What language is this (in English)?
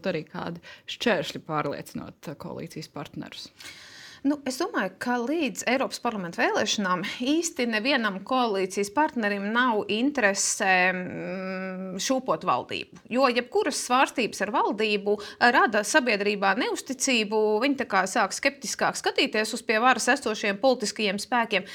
Latvian